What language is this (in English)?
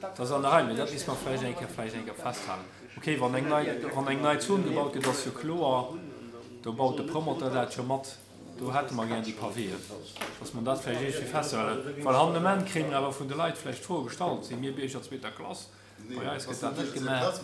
Luxembourgish